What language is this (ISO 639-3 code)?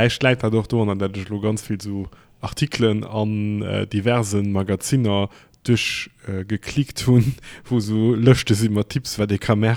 ltz